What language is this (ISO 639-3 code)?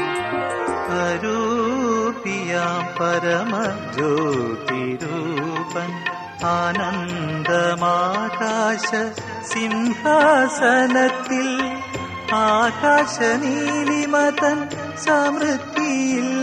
mal